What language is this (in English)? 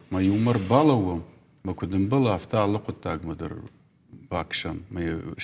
Ossetic